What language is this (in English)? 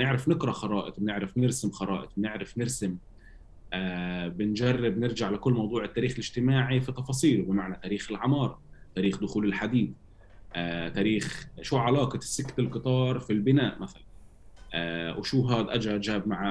North Levantine Arabic